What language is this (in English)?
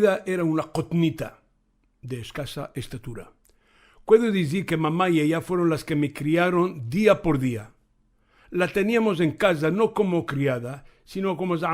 Ladino